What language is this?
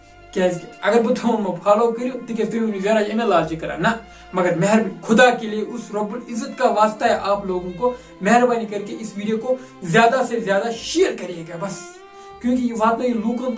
Kashmiri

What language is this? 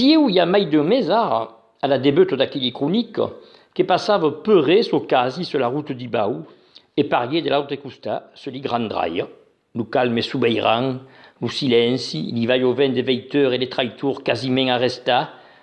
Occitan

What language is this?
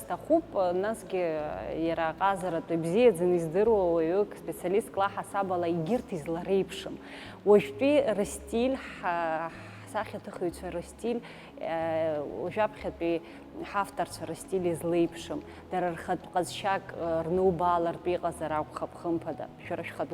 Abkhazian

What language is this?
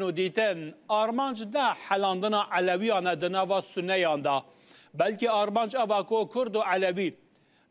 Kurdish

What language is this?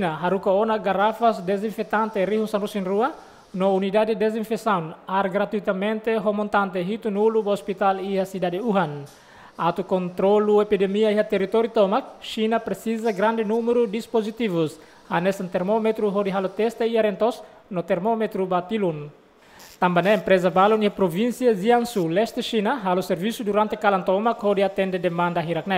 Tetum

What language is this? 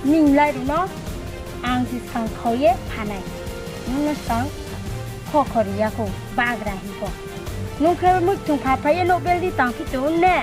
Riang (India)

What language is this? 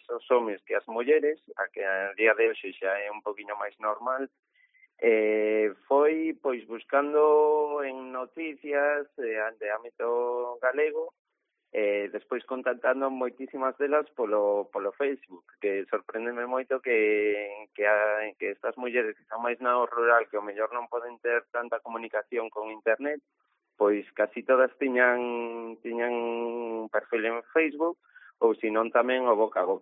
Galician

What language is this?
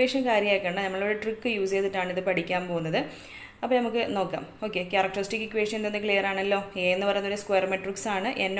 Malayalam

